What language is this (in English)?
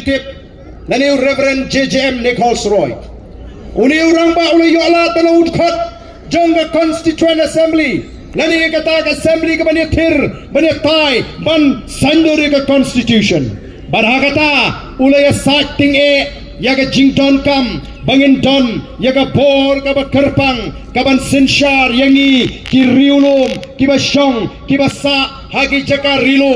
Khasi